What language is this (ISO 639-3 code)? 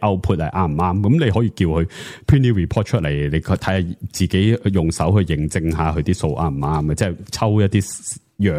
yue